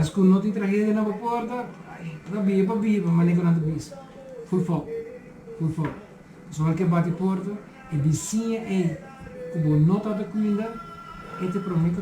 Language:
Papiamento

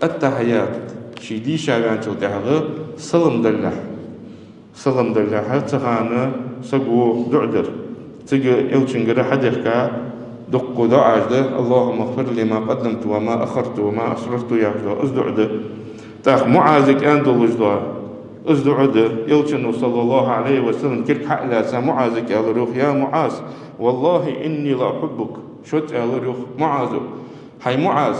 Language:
Ingush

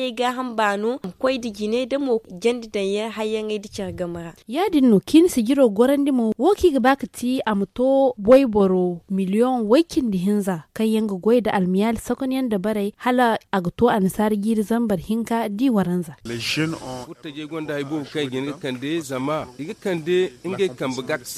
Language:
Zarma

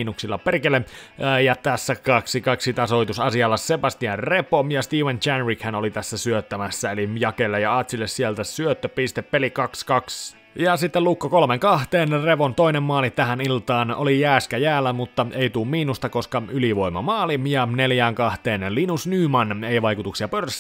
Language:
Finnish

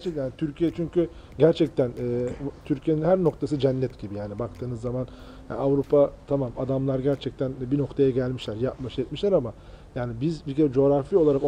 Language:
Turkish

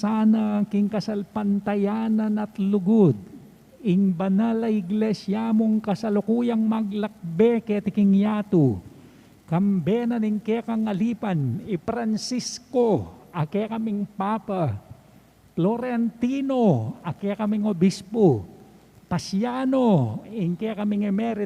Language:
Pampanga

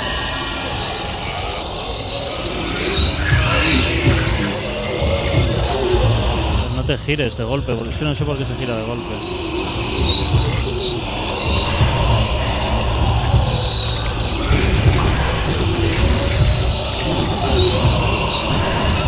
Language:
Spanish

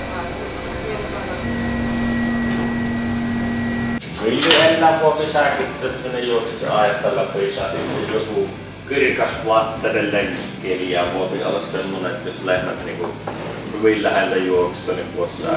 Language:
Finnish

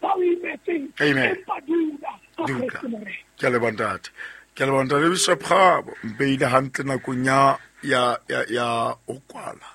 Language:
Southern Sotho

